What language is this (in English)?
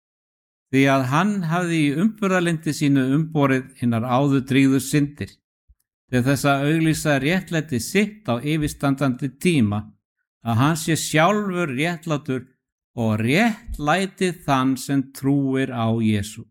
Icelandic